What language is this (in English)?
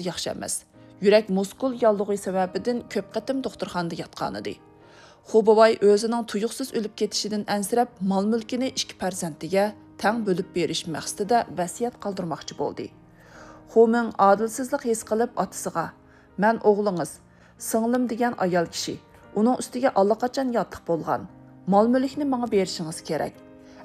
Uyghur